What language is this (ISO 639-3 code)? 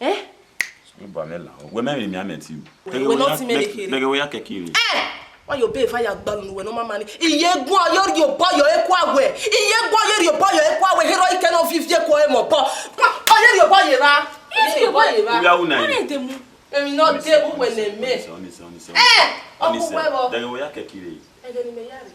bin